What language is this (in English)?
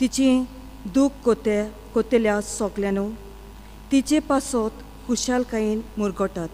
Konkani